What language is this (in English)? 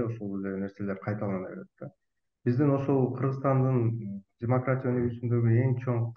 Kyrgyz